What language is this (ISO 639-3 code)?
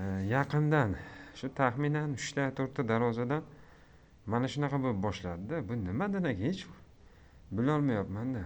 uzb